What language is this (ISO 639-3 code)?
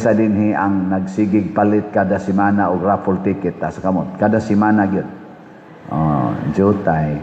ceb